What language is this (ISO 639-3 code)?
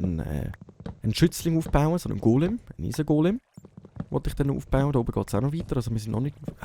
gsw